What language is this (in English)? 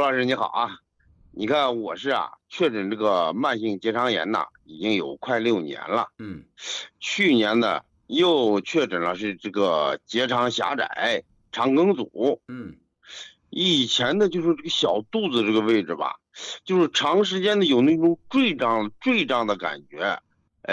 Chinese